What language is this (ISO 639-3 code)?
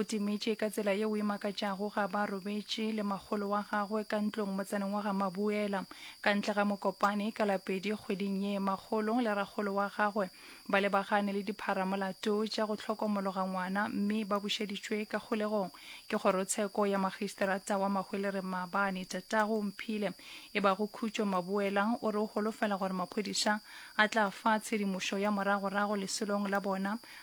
nso